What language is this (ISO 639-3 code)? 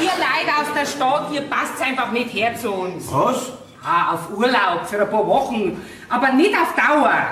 bar